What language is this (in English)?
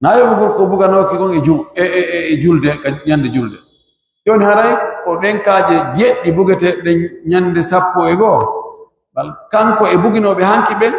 Fula